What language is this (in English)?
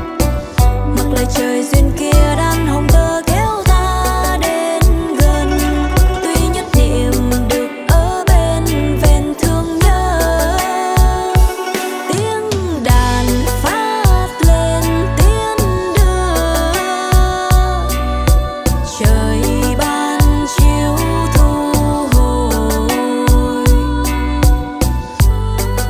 Vietnamese